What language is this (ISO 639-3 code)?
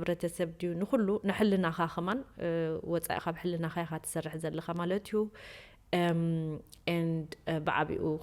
tir